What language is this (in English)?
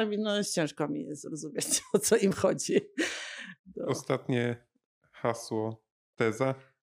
Polish